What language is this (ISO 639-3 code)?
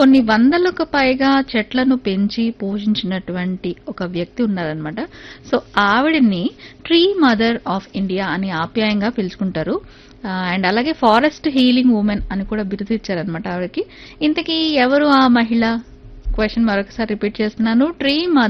tel